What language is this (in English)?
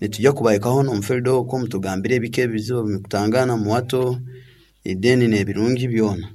Nyankole